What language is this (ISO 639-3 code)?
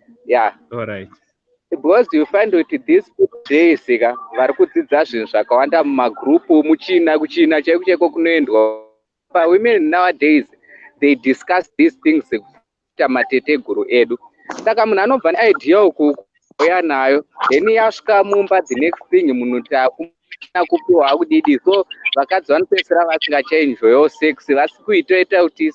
sna